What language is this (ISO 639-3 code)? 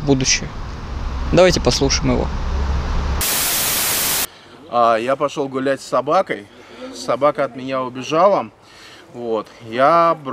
rus